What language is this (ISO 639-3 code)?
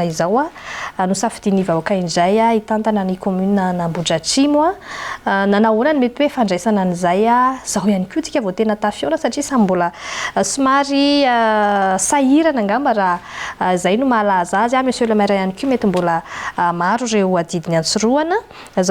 mlg